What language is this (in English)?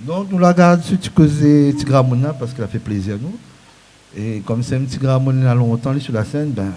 Réunion Creole French